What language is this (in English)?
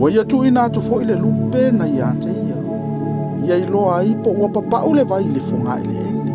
Samoan